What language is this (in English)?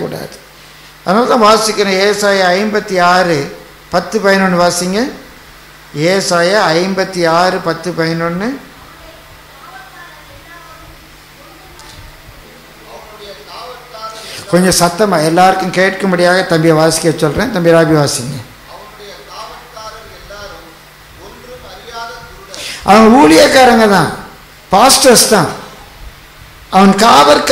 Tamil